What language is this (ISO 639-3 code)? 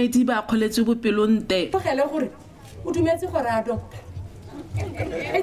tsn